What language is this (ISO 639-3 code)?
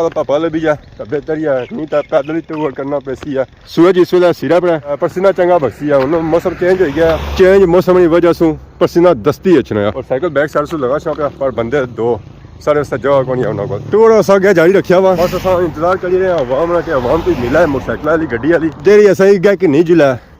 phr